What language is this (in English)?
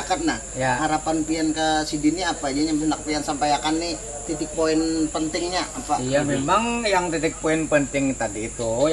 Banjar